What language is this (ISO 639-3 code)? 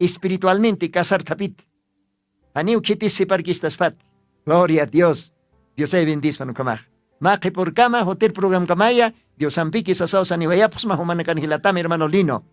aym